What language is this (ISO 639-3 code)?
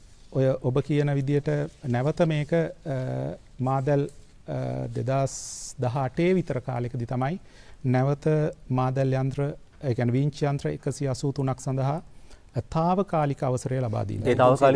sin